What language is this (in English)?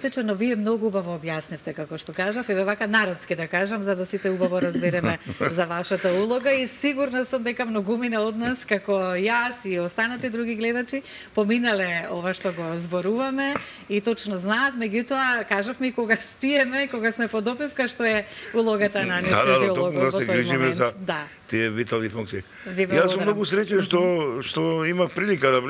Macedonian